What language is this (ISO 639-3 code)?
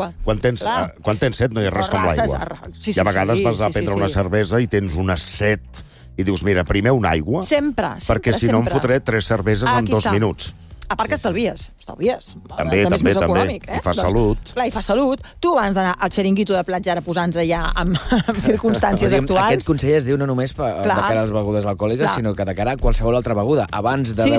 cat